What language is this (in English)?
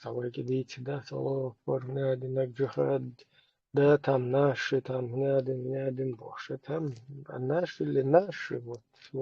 Chechen